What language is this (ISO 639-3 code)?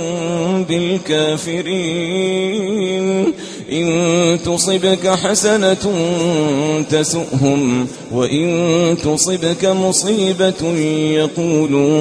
ara